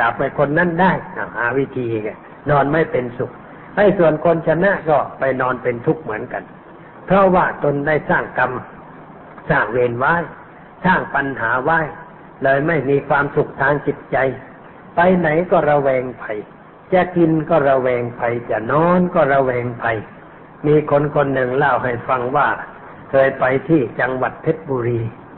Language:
Thai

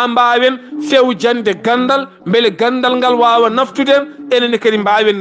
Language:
Fula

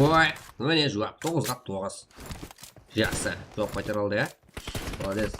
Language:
Kara-Kalpak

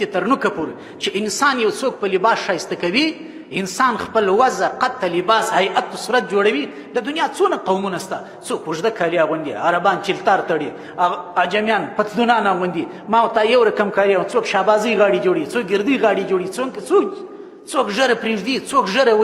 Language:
Pashto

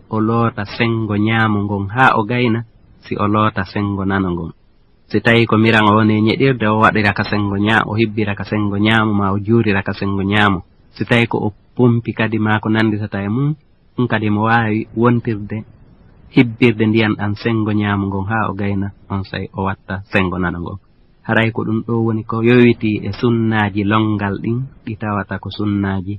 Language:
Fula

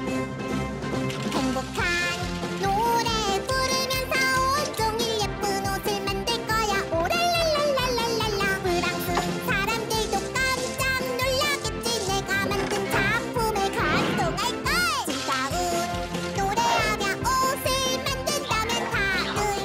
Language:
Korean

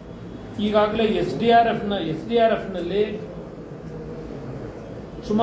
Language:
Kannada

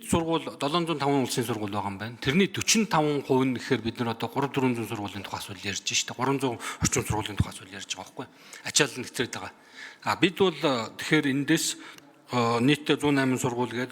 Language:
Mongolian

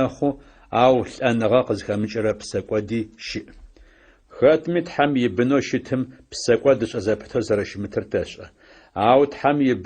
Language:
Adyghe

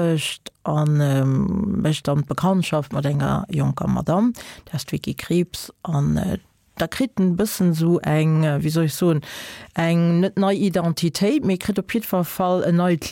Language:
Luxembourgish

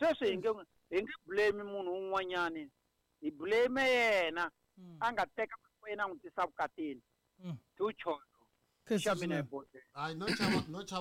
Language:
Tsonga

